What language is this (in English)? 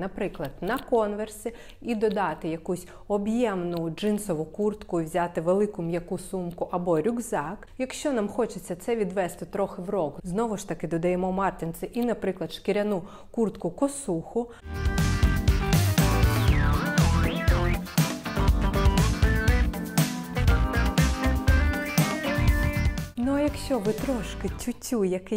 Ukrainian